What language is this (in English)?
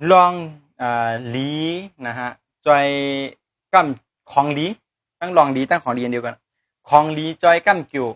Shan